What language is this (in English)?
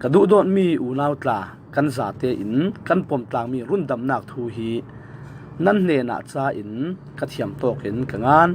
Falam Chin